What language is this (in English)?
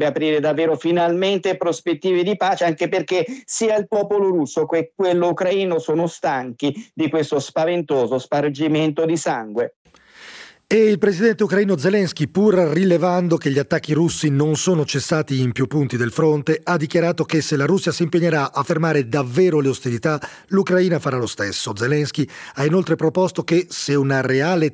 Italian